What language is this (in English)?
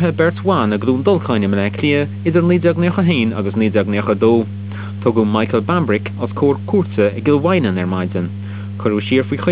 Irish